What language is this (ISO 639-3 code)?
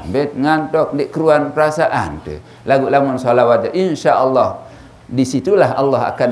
sas